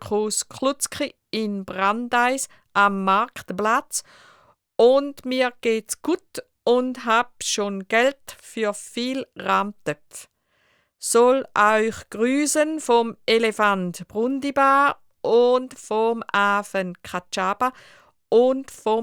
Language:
Swiss German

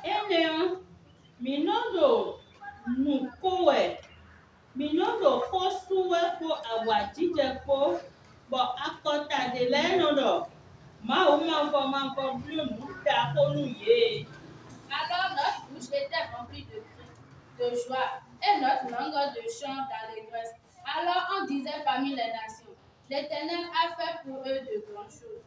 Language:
Fon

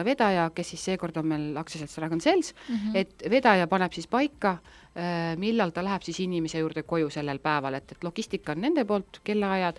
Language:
Estonian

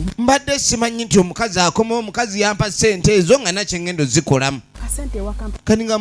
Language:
Ganda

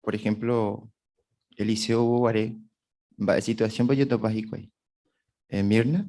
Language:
Guarani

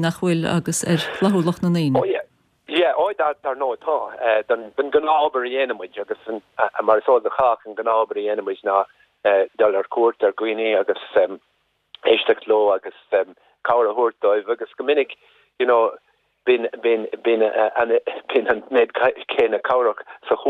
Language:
Irish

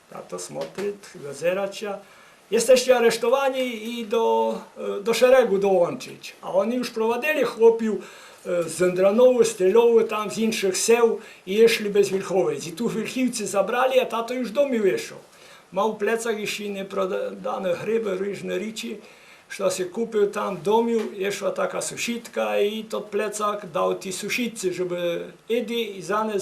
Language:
Rusyn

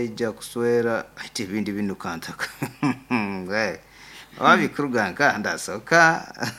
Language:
Nyoro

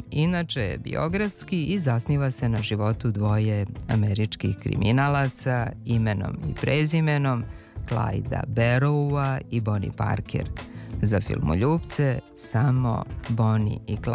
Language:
Serbian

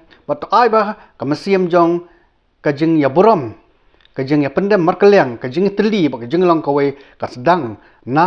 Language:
Khasi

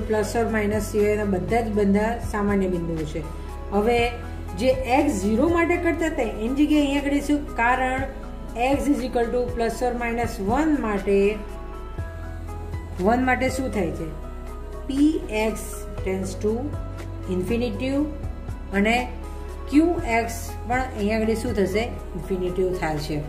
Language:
Gujarati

